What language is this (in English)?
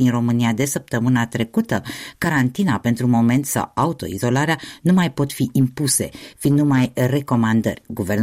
Romanian